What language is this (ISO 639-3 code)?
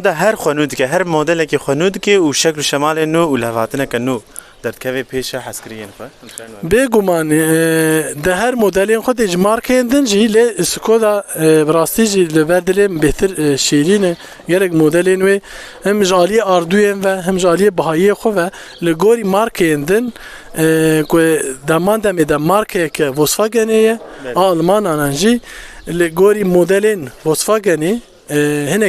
kur